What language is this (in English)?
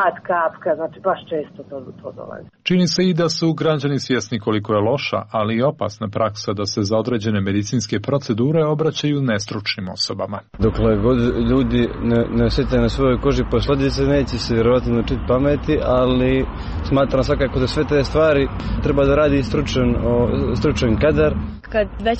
Croatian